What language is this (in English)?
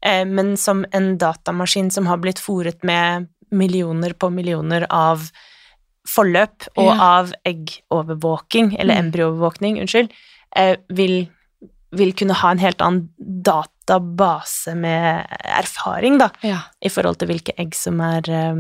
Norwegian